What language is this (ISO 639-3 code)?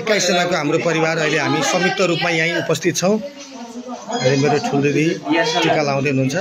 nep